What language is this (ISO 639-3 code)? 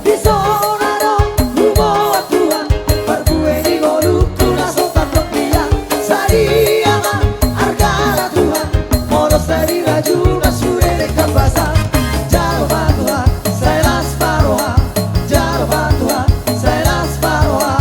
bbc